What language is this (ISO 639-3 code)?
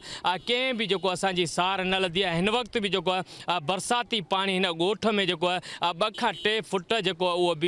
snd